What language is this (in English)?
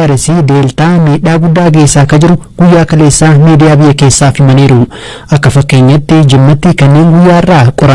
Oromo